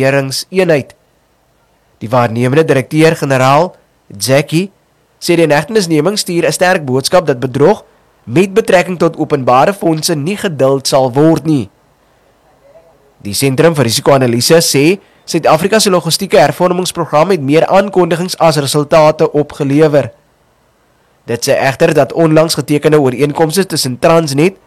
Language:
Afrikaans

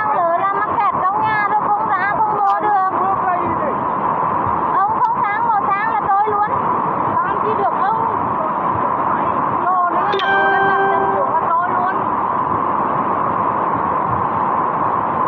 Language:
Vietnamese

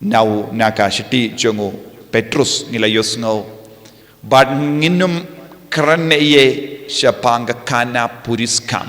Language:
Khasi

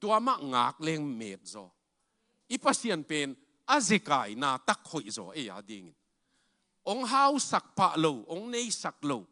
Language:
Tedim Chin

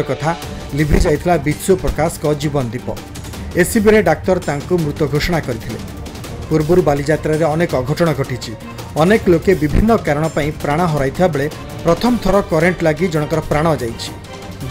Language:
Odia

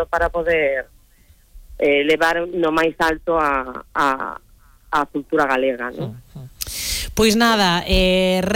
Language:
Galician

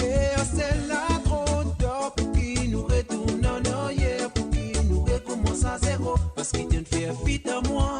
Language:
Morisyen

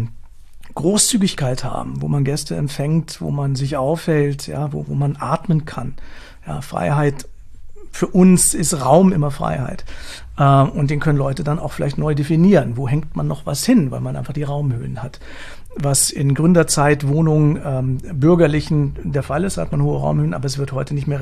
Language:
German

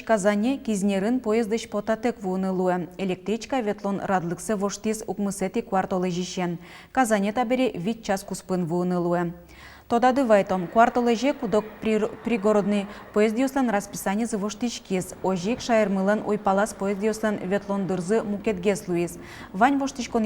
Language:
Udmurt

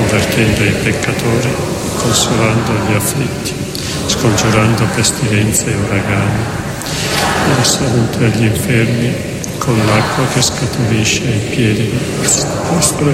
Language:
Italian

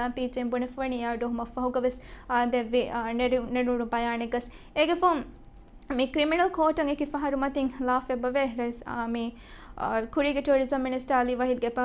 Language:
Divehi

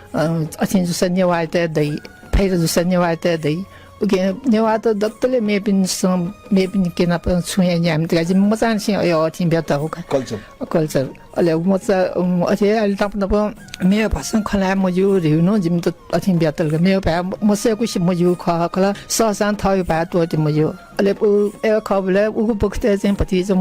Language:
Newari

